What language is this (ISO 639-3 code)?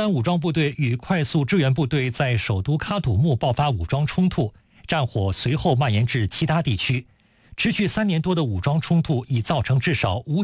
zho